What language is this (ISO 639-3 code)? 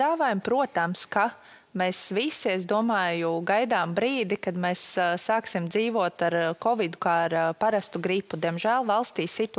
lav